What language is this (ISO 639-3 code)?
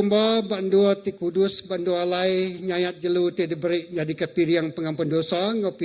iba